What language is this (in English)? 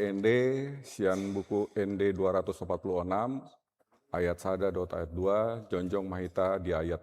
Batak Toba